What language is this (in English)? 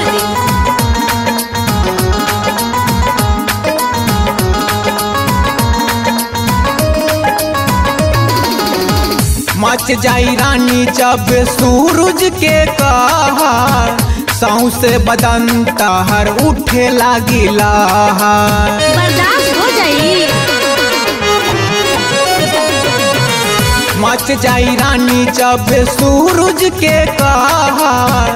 Bhojpuri